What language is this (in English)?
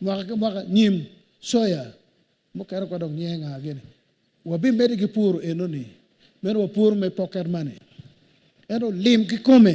Acoli